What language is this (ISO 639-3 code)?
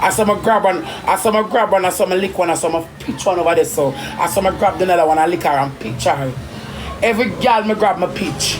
jam